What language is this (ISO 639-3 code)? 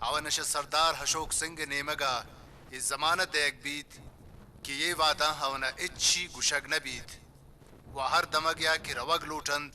bgp